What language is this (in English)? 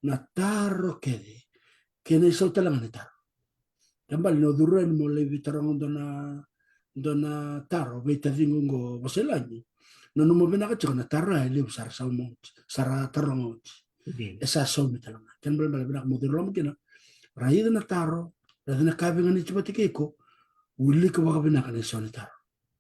Fijian